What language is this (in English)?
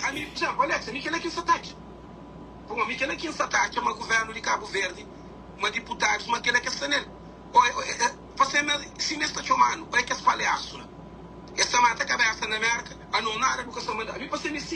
Kabuverdianu